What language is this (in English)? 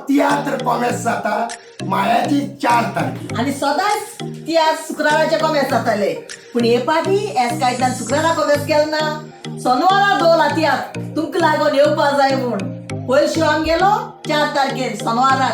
Konkani